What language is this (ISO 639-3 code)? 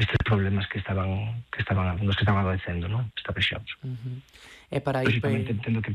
glg